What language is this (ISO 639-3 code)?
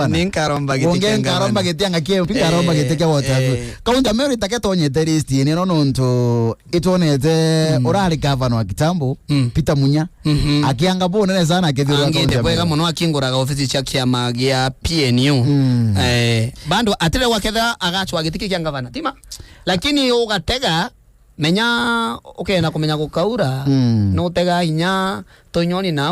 mer